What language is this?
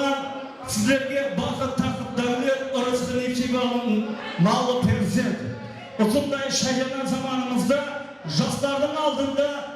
Kara-Kalpak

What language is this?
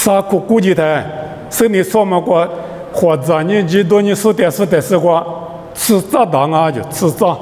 Lisu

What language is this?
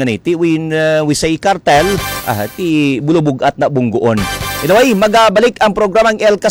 Hiligaynon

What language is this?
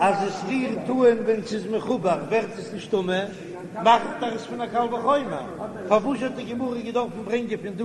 Yiddish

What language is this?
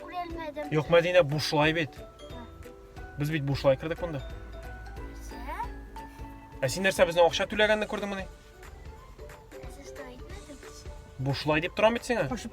Tatar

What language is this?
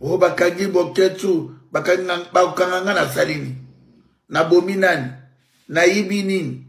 Lingala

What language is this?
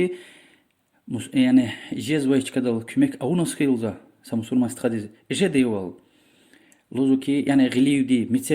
Lezghian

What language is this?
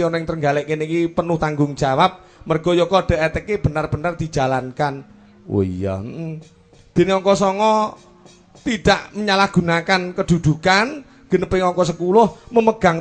Javanese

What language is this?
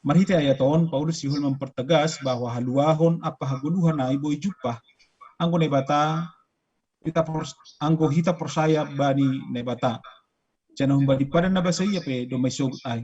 Batak Simalungun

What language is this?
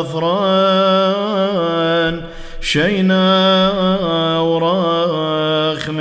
Classical Syriac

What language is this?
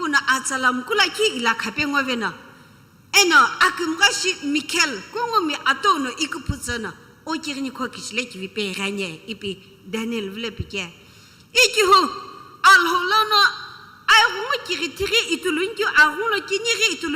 Sumi Naga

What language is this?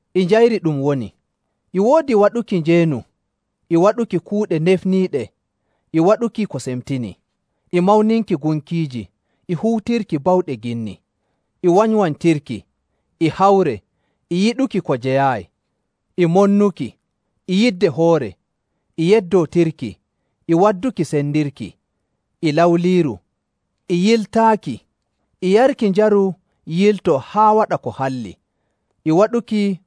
Nigerian Fulfulde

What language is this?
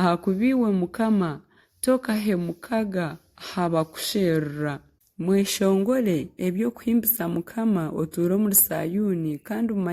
Nyankole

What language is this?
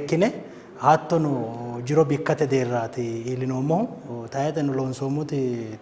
Sidamo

